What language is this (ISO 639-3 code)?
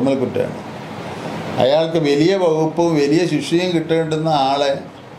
mal